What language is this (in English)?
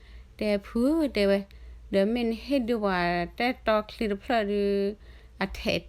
S'gaw Karen